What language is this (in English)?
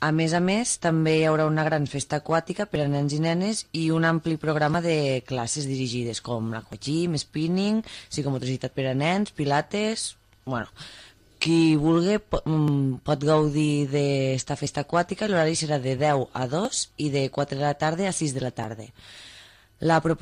Catalan